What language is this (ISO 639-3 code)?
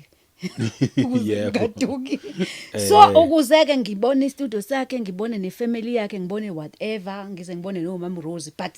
zul